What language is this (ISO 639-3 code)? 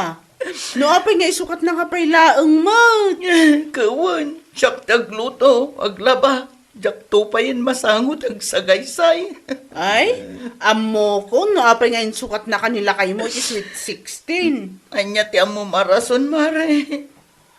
ilo